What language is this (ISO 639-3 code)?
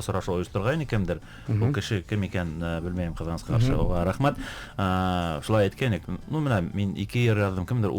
bak